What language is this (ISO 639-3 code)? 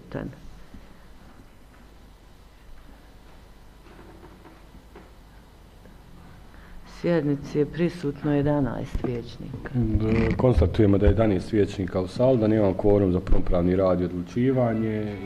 bos